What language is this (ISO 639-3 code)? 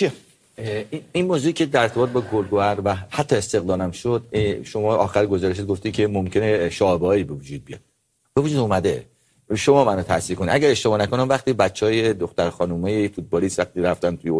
fas